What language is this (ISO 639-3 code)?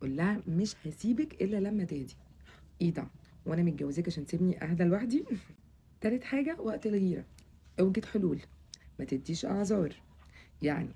arz